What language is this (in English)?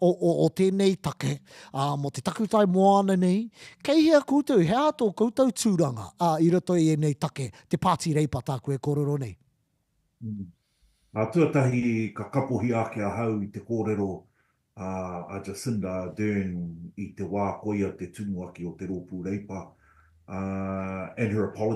Māori